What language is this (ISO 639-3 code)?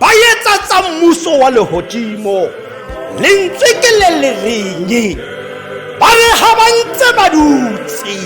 tsn